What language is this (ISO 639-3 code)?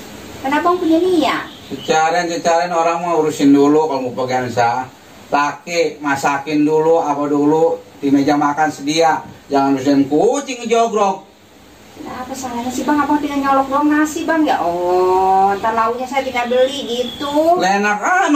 bew